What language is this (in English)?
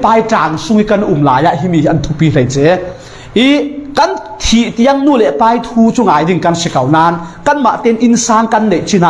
Falam Chin